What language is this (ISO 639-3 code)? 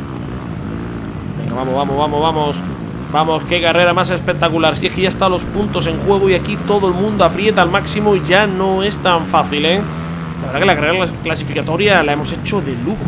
spa